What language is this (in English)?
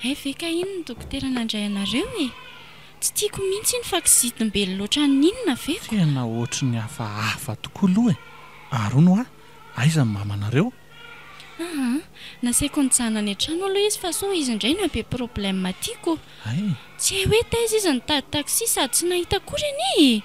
Malagasy